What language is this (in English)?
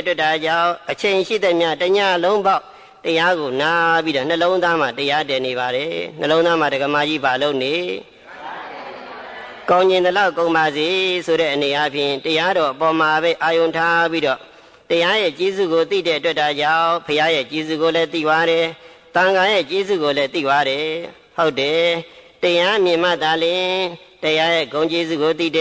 Burmese